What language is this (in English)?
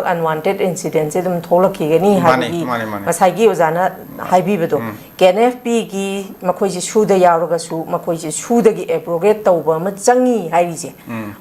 Manipuri